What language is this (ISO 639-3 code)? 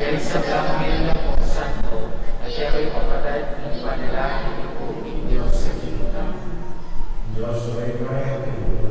pam